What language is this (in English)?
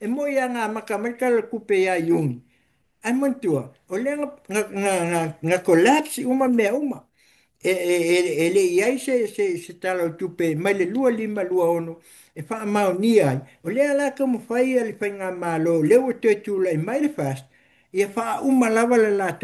Samoan